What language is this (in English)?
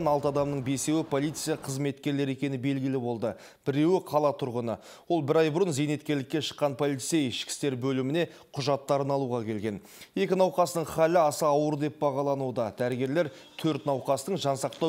Kazakh